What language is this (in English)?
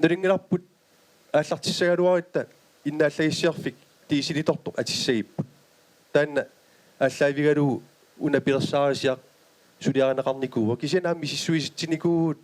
Kalaallisut